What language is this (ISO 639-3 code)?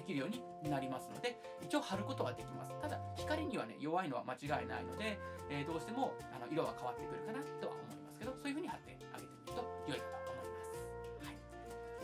jpn